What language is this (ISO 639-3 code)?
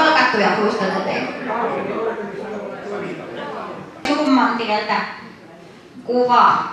fin